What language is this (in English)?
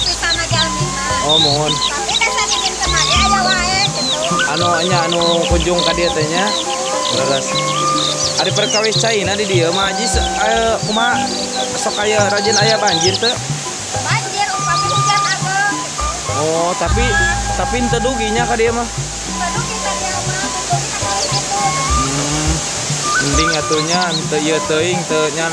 Sundanese